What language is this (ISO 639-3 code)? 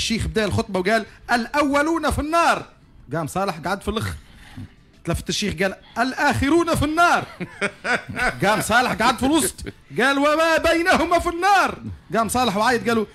aeb